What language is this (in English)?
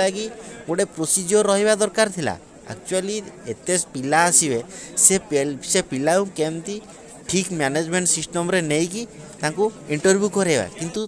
Odia